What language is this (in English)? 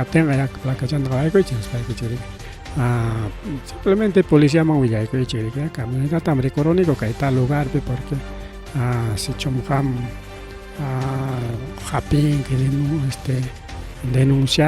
Ayacucho Quechua